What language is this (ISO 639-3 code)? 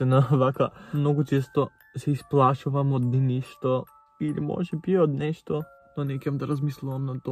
mkd